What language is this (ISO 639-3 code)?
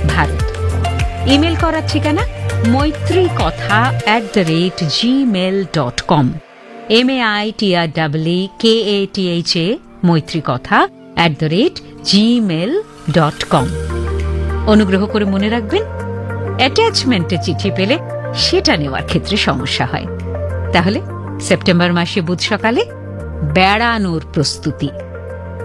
ben